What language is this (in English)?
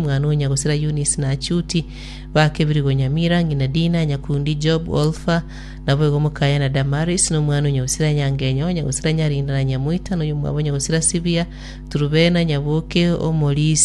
Gusii